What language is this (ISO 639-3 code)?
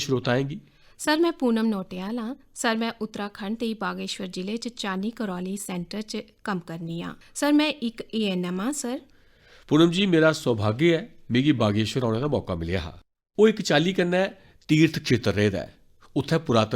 doi